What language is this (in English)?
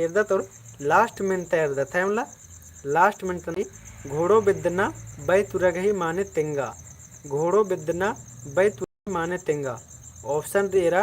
Kurukh